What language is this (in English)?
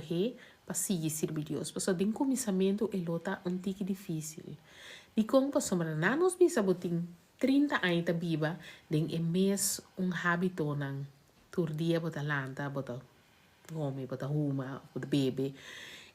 Papiamento